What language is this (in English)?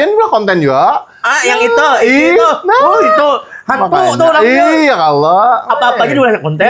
Banjar